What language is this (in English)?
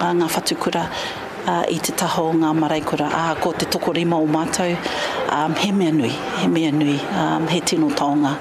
Māori